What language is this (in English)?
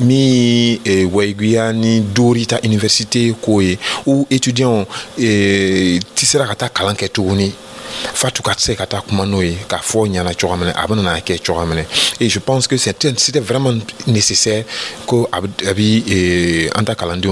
Dyula